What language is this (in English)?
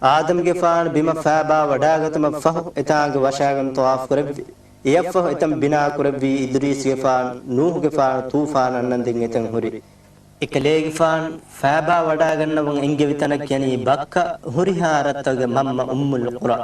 Divehi